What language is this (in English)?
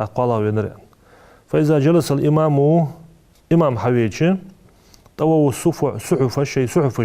Ingush